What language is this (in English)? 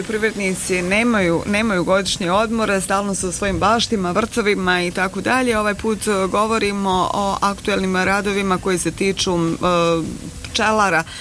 Bosnian